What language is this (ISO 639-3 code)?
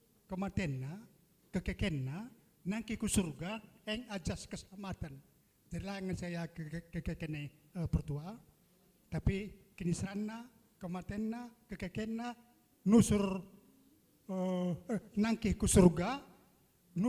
btx